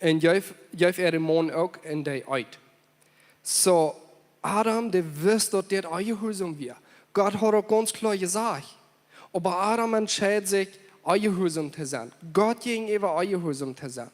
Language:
Plautdietsch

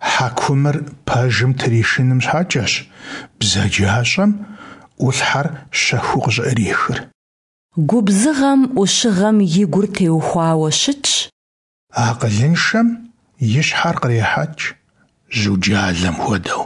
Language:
Kabardian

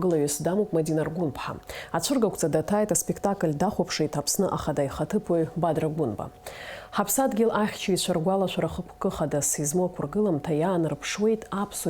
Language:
Abkhazian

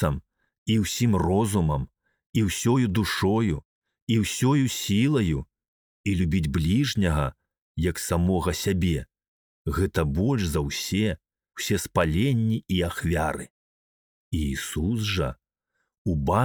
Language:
Belarusian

